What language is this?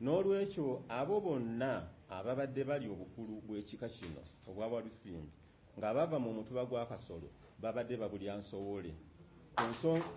Ganda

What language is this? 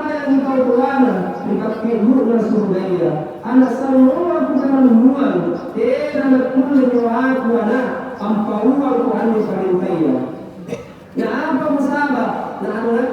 Makasar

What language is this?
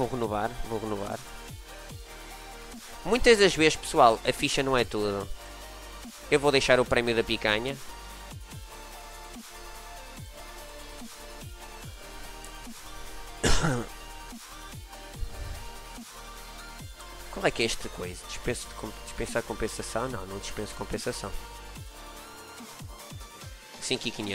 Portuguese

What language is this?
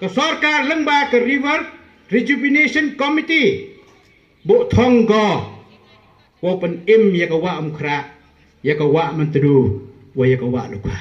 Pnar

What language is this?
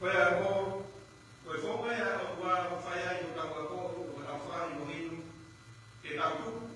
Tongan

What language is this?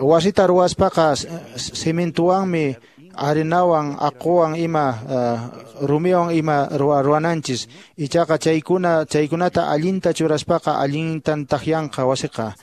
Quechua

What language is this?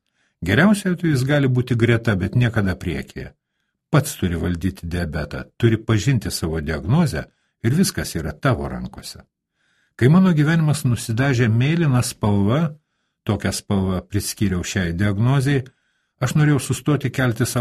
Lithuanian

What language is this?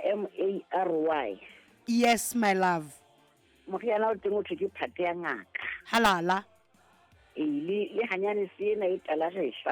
Southern Sotho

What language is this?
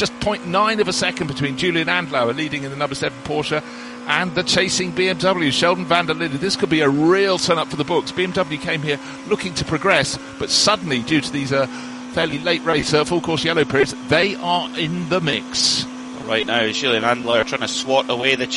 English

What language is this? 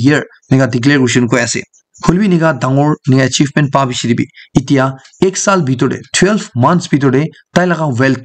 Naga Pidgin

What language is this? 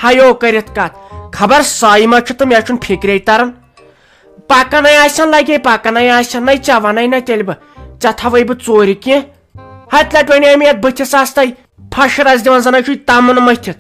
Kashmiri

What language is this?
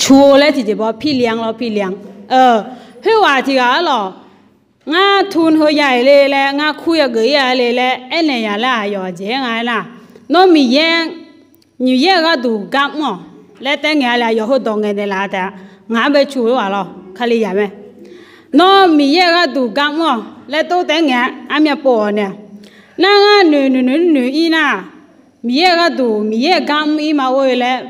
Akha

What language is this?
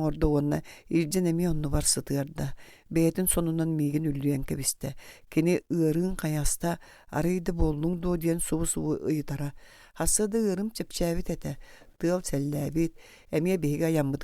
Yakut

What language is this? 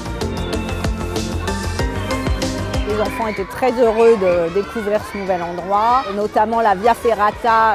French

